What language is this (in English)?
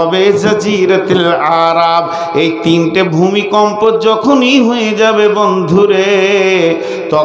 Bangla